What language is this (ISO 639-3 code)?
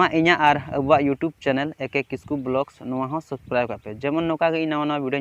sat